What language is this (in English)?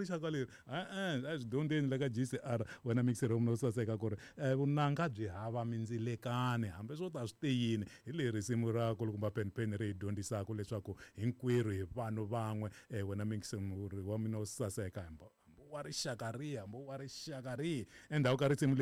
Tsonga